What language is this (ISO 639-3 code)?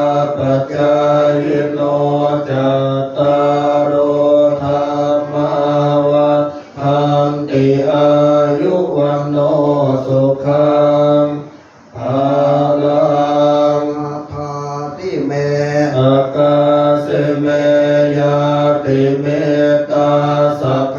pli